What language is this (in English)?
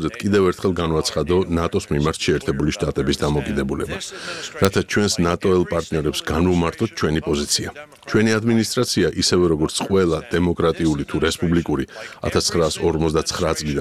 Georgian